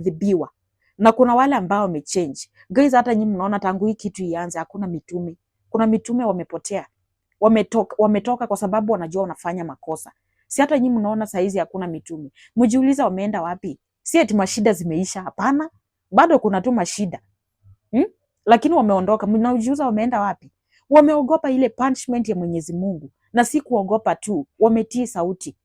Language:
Swahili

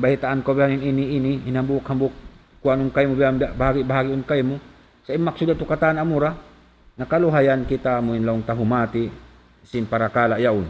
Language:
Tausug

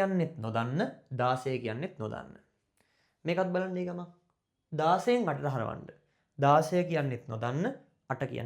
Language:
Sinhala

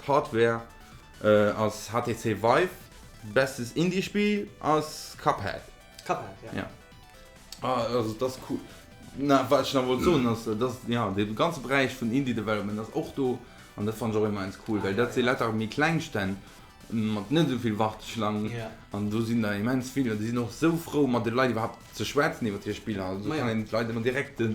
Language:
Luxembourgish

